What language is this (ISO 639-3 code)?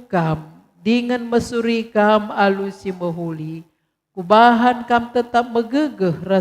btx